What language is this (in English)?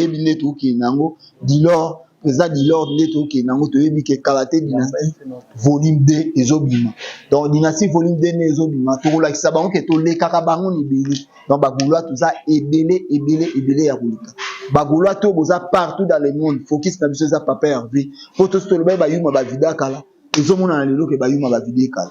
Lingala